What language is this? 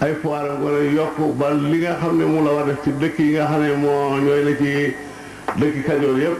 Wolof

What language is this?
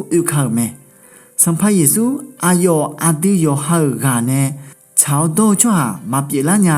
Akha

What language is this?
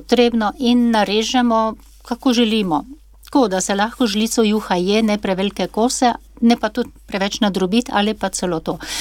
Slovenian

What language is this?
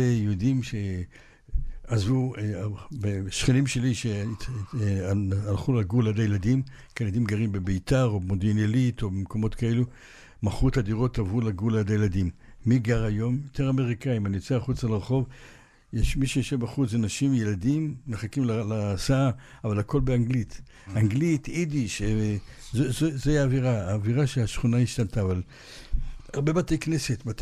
Hebrew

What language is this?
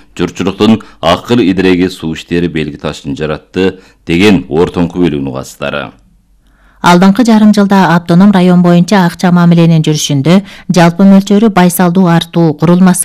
Kyrgyz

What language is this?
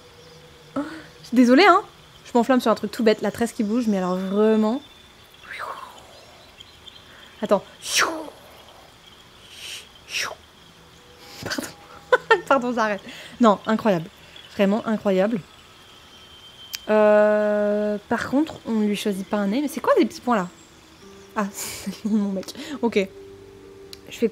French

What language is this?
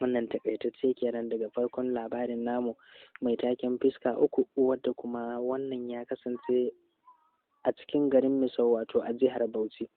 Hausa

